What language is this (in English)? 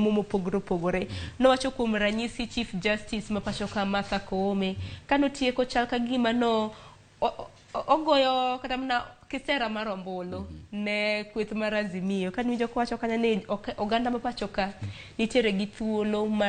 Luo (Kenya and Tanzania)